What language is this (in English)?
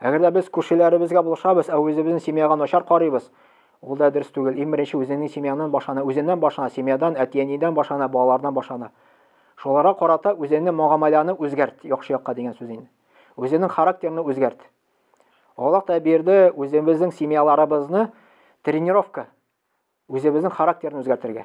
Tatar